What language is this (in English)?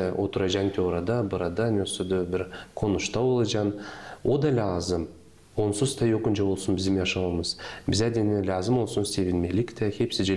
Gagauz